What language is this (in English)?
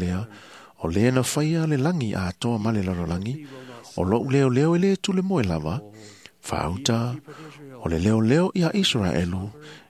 Samoan